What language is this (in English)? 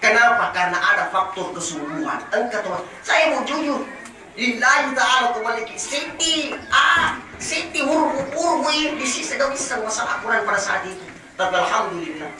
Buginese